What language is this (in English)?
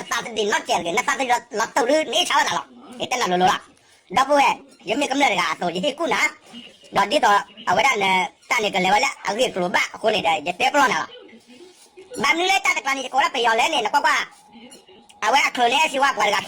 S'gaw Karen